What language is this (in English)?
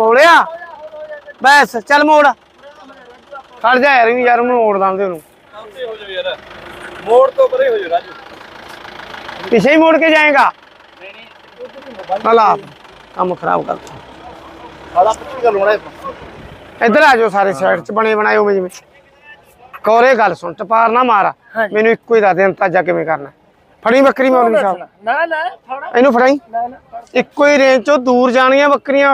Punjabi